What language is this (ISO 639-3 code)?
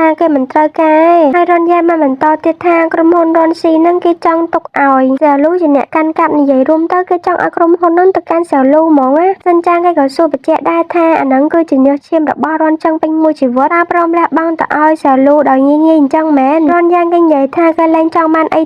khm